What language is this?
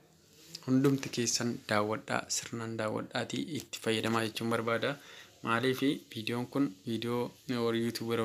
Oromo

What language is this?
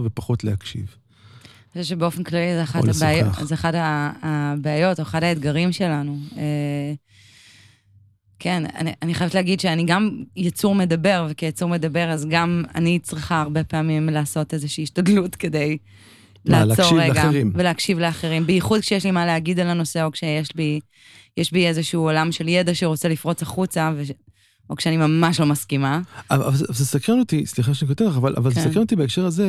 Hebrew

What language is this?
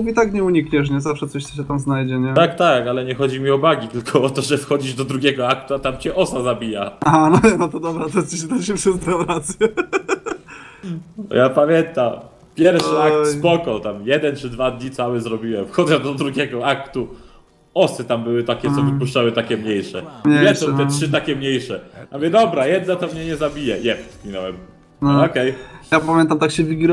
Polish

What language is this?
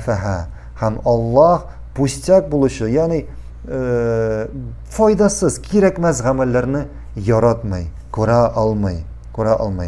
Tatar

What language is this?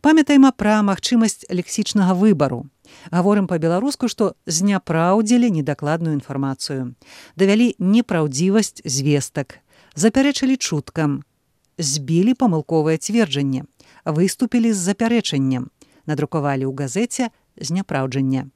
Belarusian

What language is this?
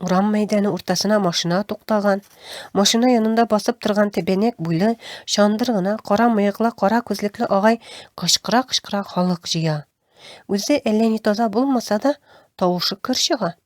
Tatar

